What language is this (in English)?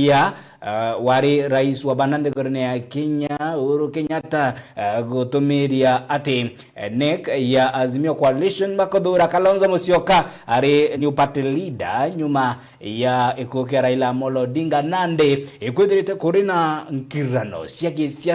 Meru